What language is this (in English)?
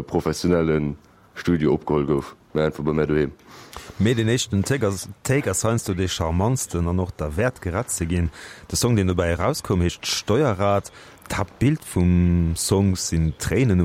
Luxembourgish